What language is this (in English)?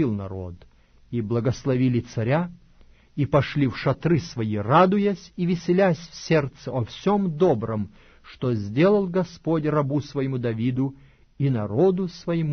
Russian